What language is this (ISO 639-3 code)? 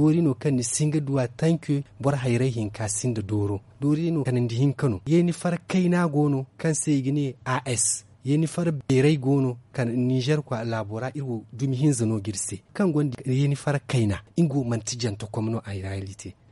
dje